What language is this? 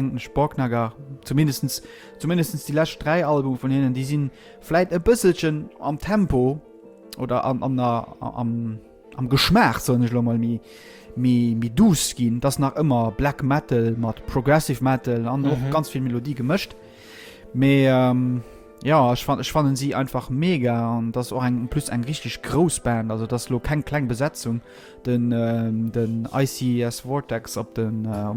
Luxembourgish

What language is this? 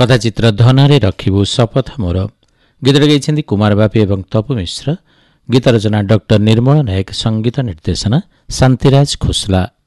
Odia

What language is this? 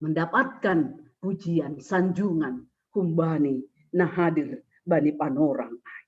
Batak Simalungun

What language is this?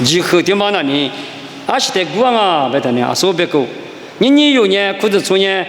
Lisu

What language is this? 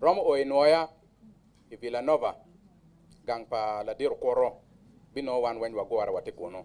Acoli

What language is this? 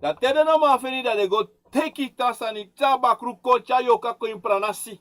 Sranan Tongo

